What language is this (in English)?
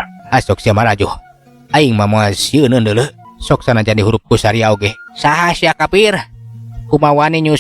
Sundanese